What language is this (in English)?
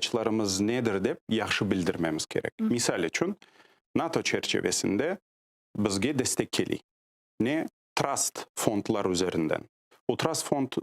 Crimean Tatar